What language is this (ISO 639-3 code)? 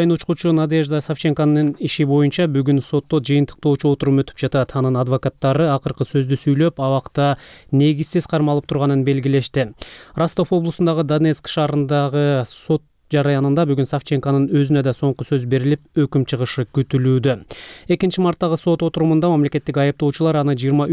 kir